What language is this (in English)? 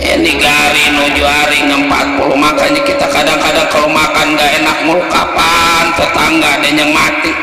Betawi